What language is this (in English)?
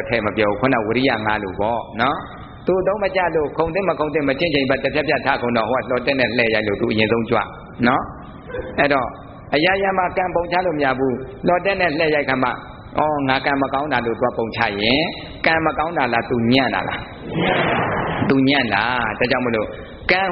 Burmese